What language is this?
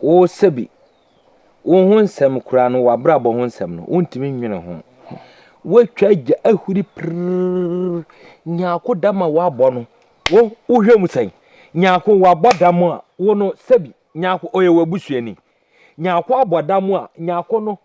Akan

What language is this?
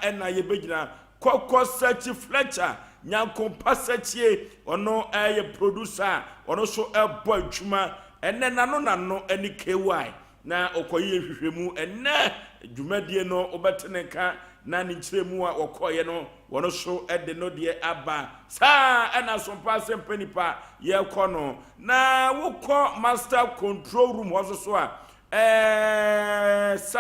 Akan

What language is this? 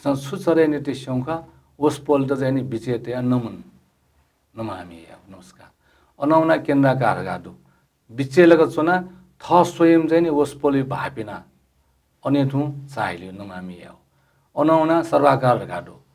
Newari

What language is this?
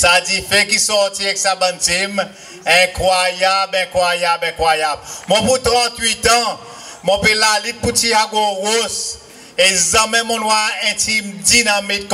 Seselwa Creole French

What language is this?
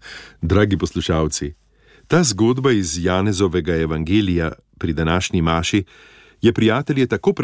Slovenian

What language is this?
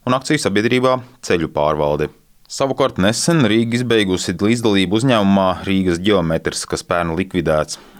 Latvian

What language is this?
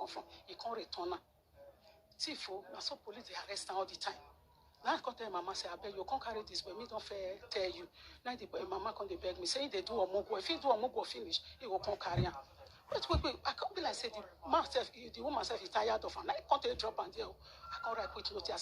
Nigerian Pidgin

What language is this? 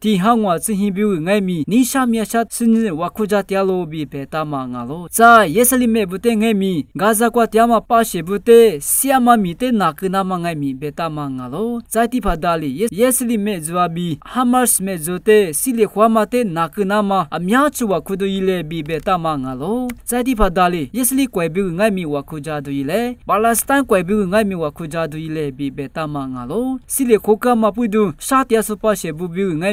Lisu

